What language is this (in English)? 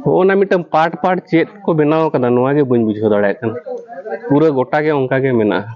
Santali